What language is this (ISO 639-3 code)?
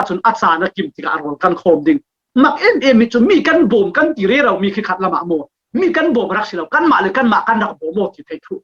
cfm